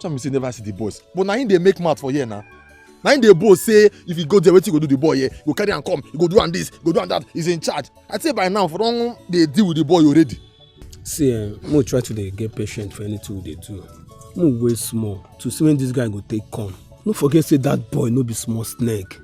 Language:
Nigerian Pidgin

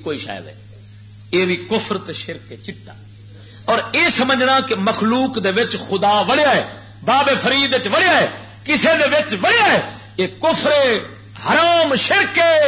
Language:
Western Panjabi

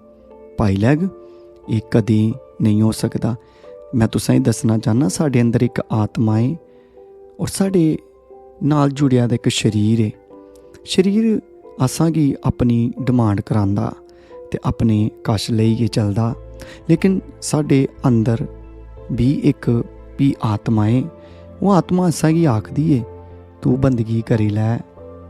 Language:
Dogri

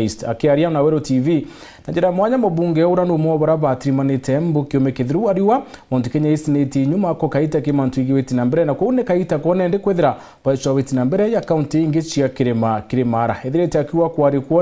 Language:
Meru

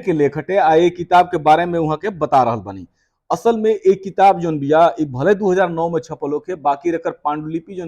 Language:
Bhojpuri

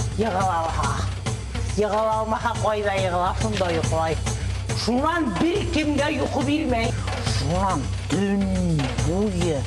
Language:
Bashkir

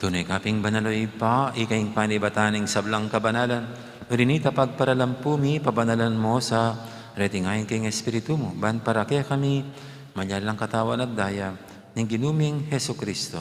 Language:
Pampanga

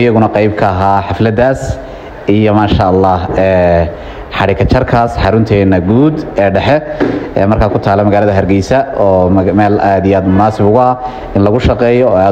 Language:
Somali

